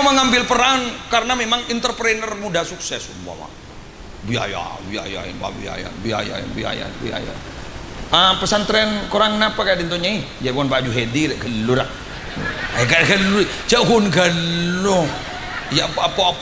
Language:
Madurese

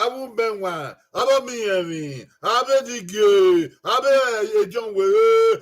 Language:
Bini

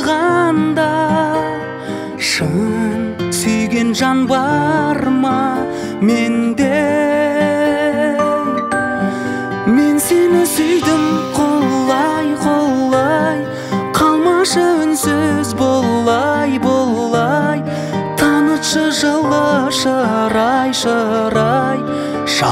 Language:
Kazakh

